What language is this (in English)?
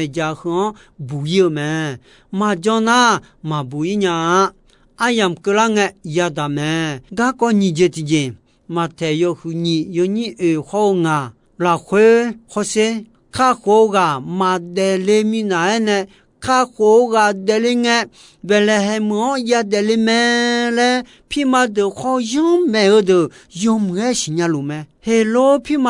Akha